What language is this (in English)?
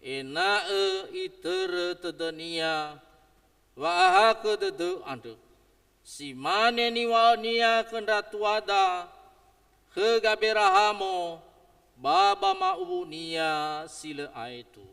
Nias